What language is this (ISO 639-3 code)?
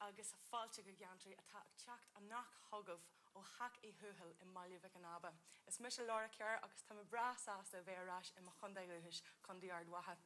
gle